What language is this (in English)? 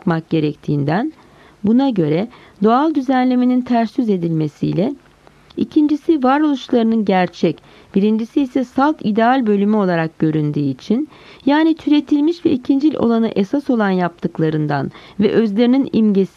Turkish